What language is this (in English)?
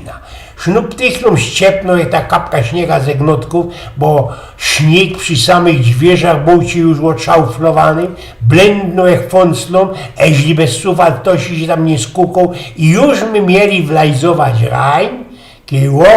Silesian